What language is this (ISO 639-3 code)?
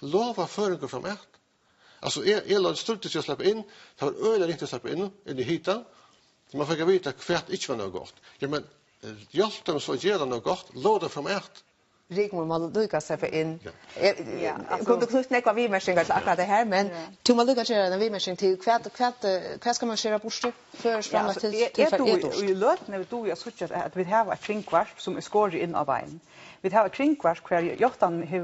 fao